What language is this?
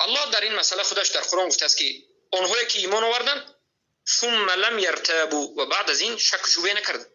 Persian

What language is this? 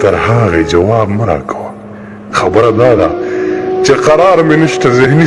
Pashto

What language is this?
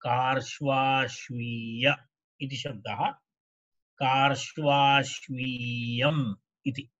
Sanskrit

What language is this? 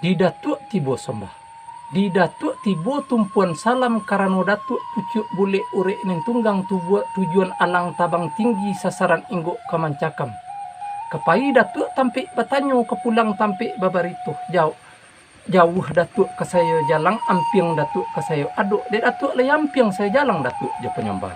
Minangkabau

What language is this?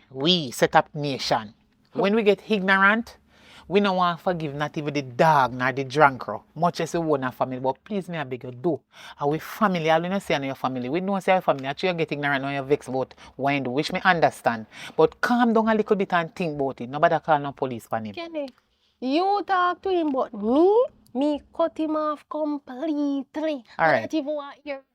Jamaican Creole English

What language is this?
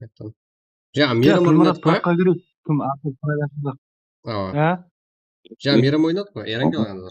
Kara-Kalpak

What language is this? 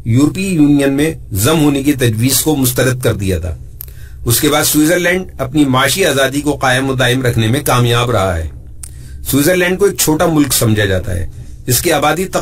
Urdu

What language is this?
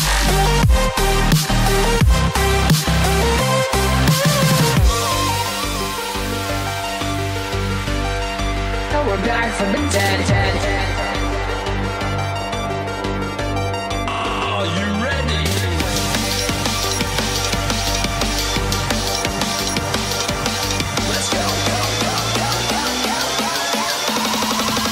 English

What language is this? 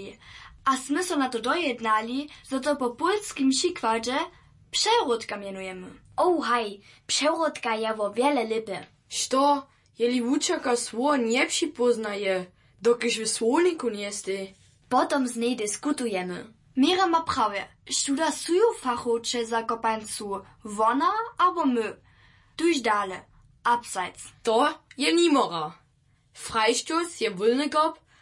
Upper Sorbian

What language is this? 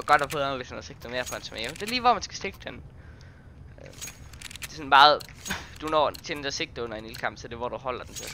Danish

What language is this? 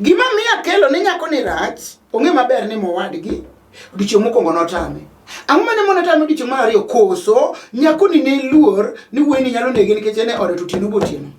Luo (Kenya and Tanzania)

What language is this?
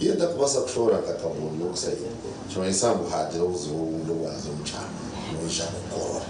Nyankole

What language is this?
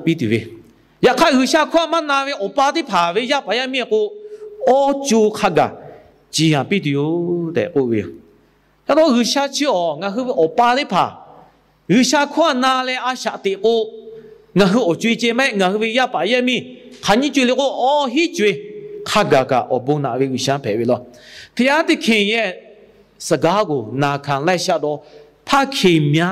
Lahu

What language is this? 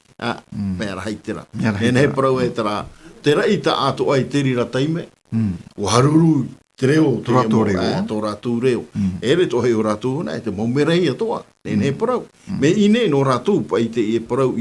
Tahitian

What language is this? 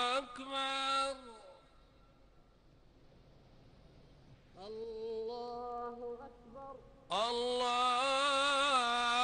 Arabic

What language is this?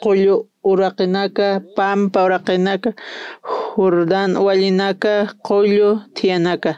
Aymara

